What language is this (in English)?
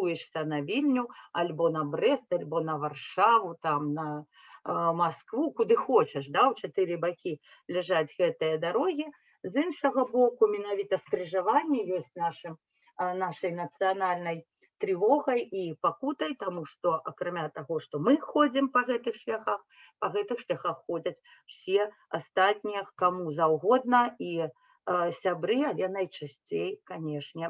Belarusian